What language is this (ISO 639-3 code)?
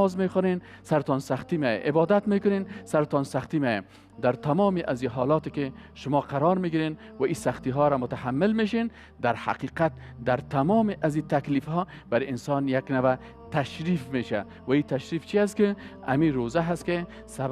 fas